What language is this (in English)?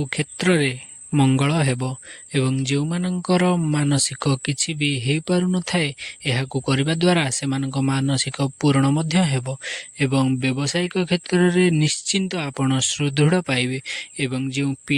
Odia